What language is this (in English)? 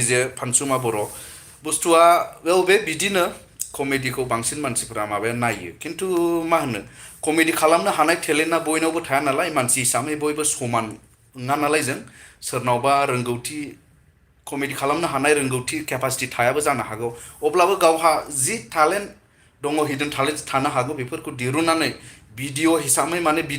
Bodo